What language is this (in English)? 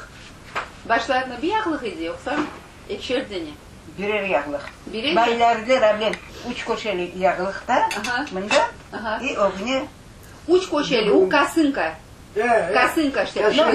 Crimean Tatar